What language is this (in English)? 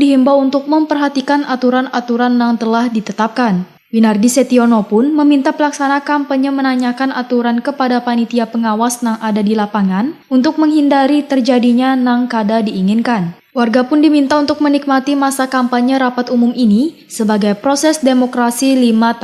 Banjar